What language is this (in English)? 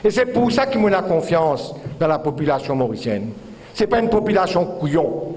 Morisyen